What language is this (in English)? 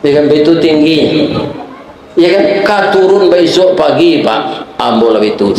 Minangkabau